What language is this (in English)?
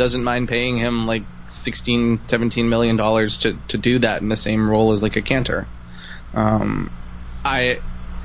English